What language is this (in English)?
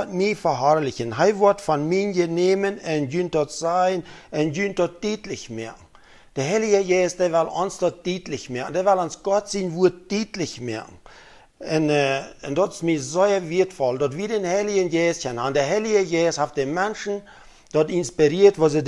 Plautdietsch